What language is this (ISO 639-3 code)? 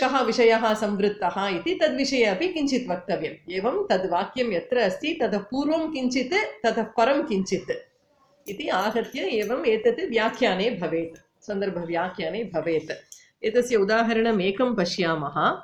san